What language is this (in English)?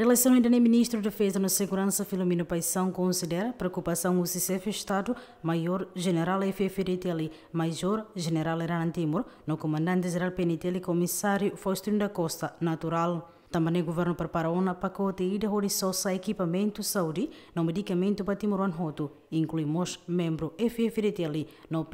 Tetum